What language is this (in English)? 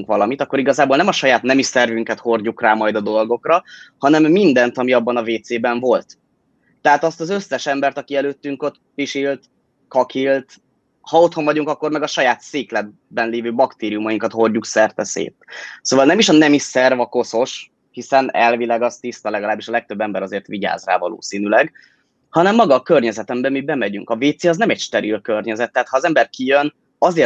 Hungarian